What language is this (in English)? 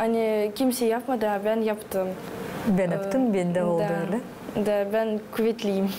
Gagauz